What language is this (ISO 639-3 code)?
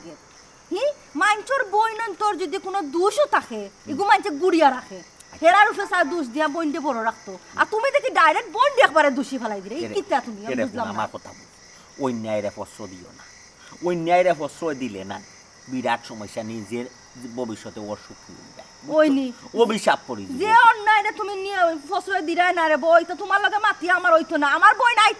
syl